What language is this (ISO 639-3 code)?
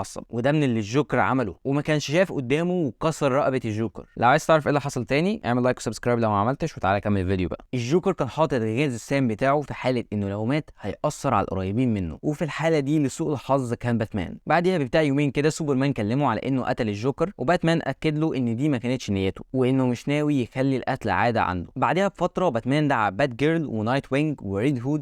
arz